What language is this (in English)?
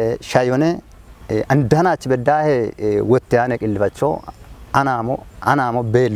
Kafa